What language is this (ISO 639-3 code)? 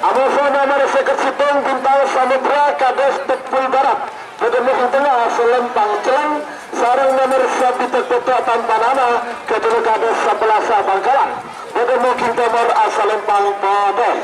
mad